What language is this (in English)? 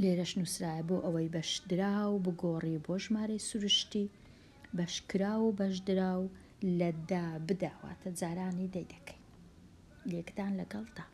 Central Kurdish